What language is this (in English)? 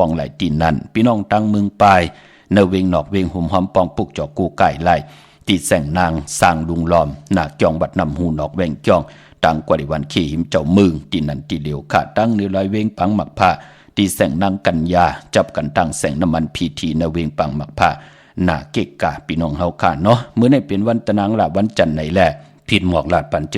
Shan